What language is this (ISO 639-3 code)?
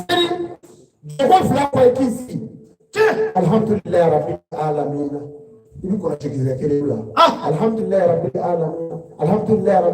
bam